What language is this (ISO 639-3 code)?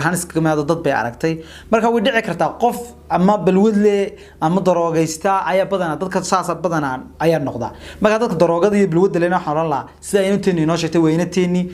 som